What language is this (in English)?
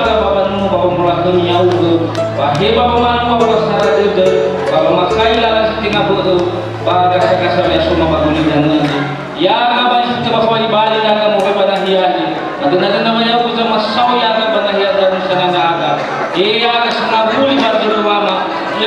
Nias